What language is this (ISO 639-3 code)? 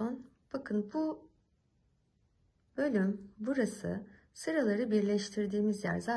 tur